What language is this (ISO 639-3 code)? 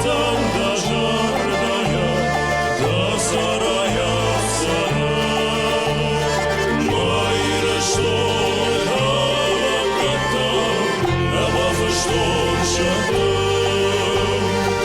oss